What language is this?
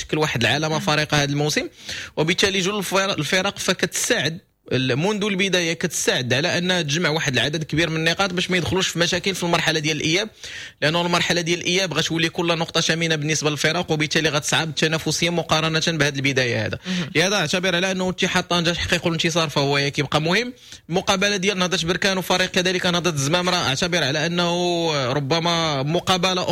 Moroccan Arabic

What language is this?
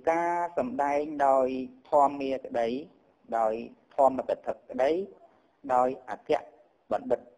Khmer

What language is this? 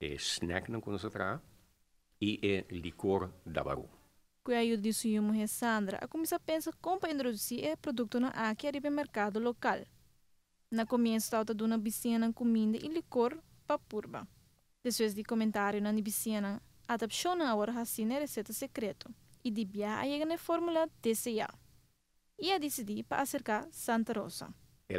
Papiamento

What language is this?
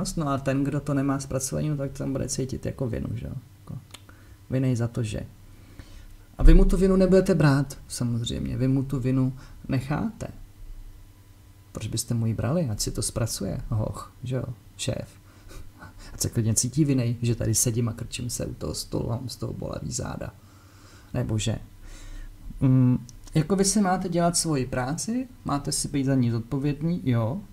Czech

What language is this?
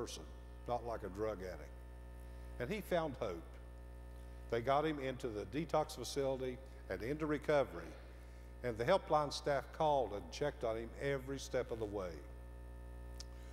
English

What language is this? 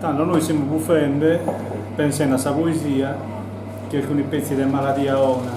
Sardinian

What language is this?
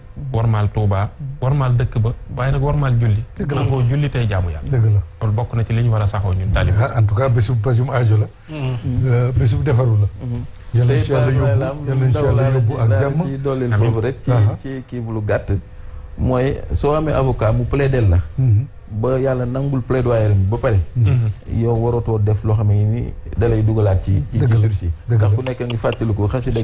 Wolof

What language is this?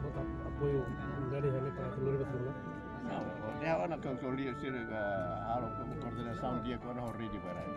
Tetum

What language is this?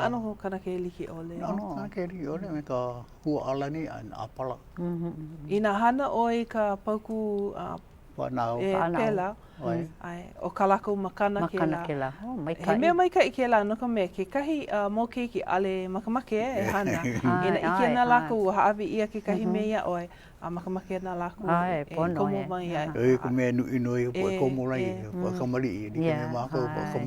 Hawaiian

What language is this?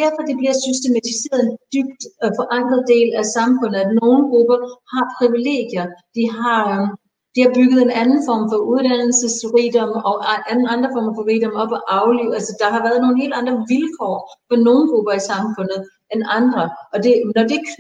Danish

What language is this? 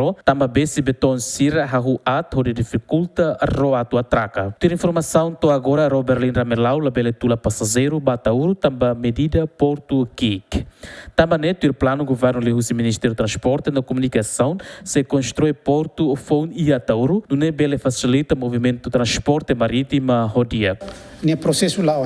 Tetum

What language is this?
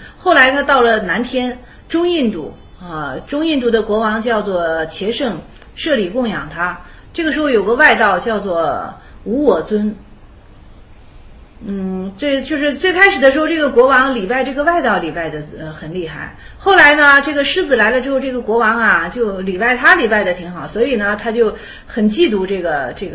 Chinese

